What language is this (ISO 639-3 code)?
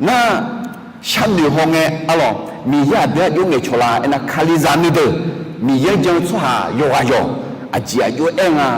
ahk